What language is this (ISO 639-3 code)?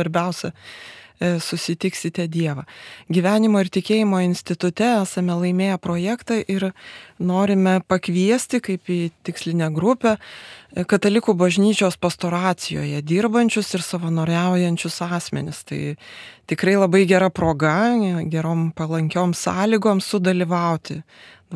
lit